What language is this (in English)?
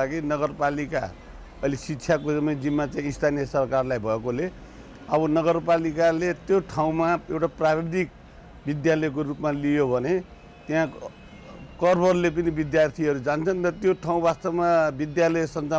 Nepali